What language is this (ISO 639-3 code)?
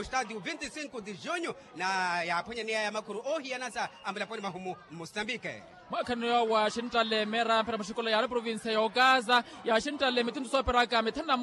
vmw